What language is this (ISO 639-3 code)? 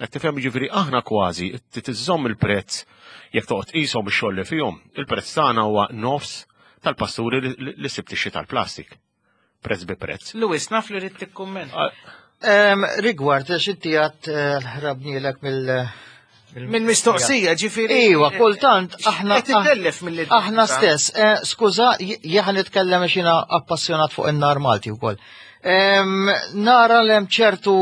mlt